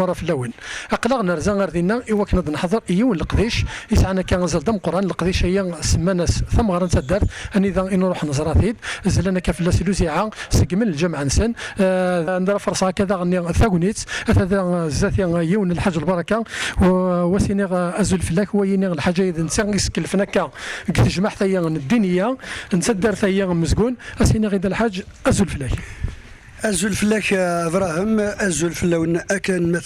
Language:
Kabyle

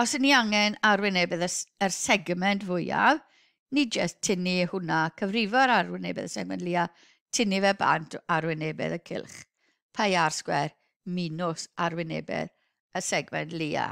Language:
Welsh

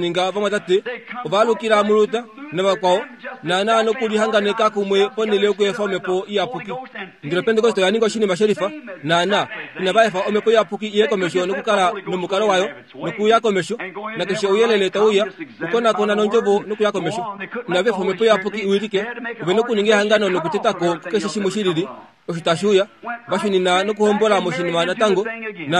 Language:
Kuanyama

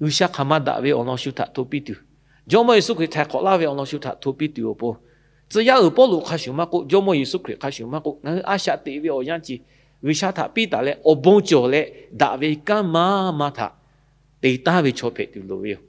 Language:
Lahu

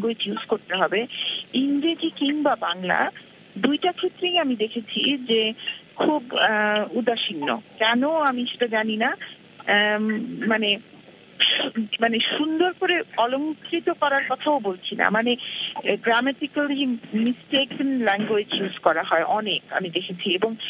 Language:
Bangla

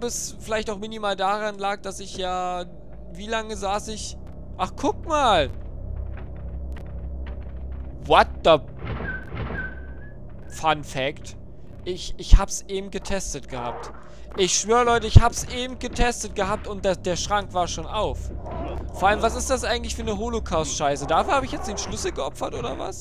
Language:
German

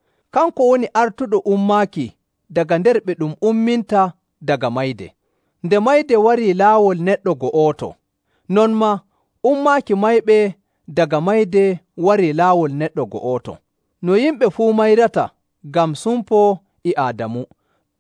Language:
Nigerian Fulfulde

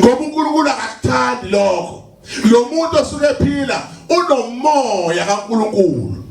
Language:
Zulu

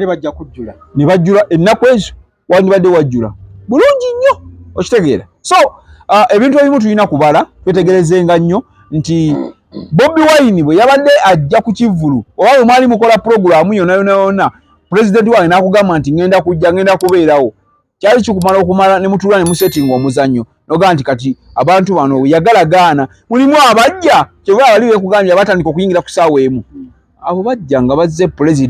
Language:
Ganda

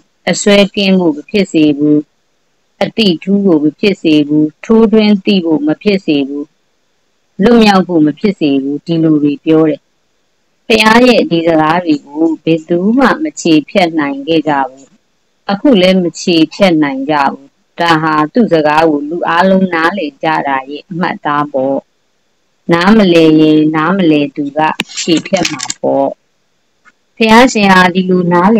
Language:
Burmese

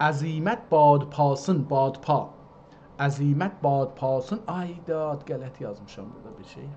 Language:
South Azerbaijani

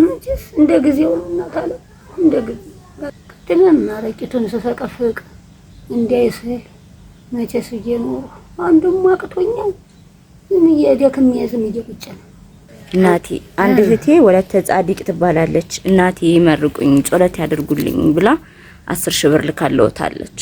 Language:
Amharic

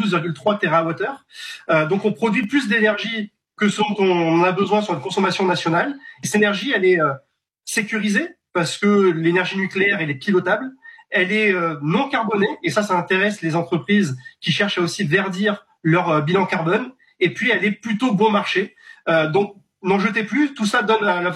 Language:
French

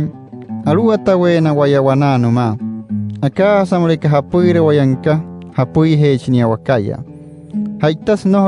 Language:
Wayuu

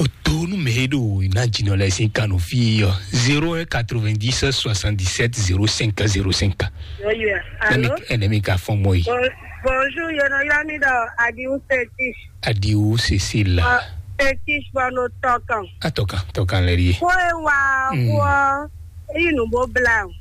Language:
Fon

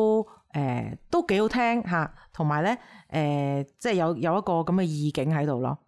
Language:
Cantonese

